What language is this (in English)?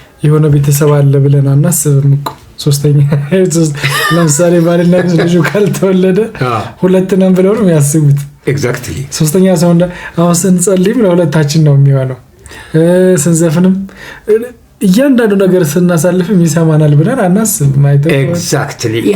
Amharic